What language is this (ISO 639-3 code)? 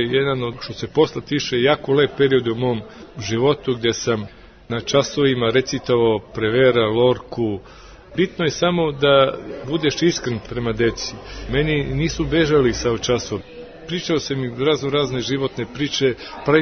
srp